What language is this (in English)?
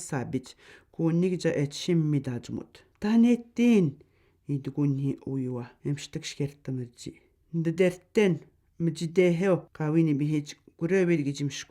Atikamekw